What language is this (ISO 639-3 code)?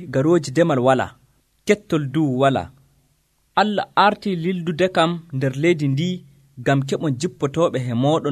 fuv